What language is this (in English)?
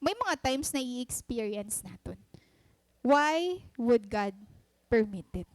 Waray